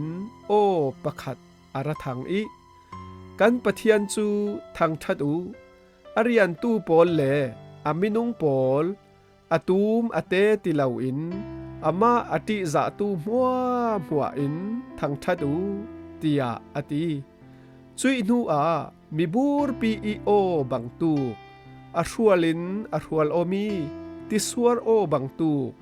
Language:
Falam Chin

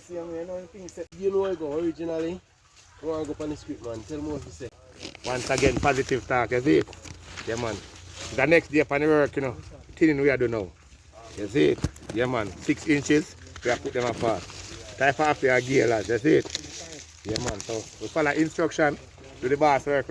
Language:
Jamaican Creole English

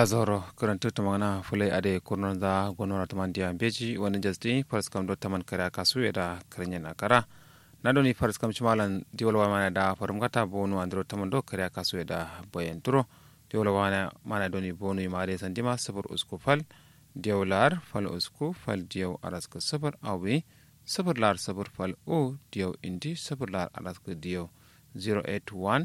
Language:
Kanuri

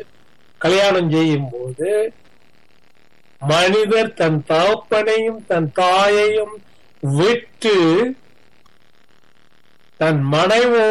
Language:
Tamil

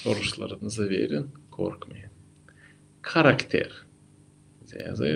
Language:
Gagauz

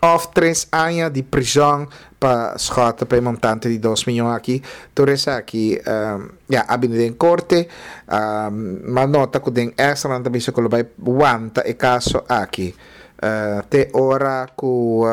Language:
Papiamento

